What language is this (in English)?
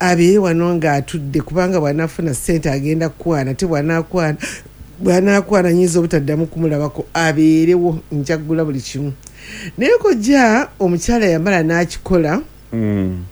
Ganda